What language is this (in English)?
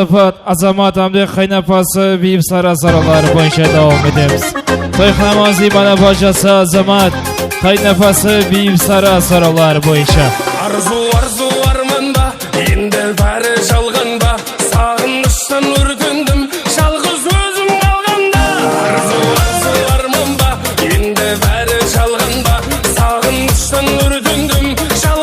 Kara-Kalpak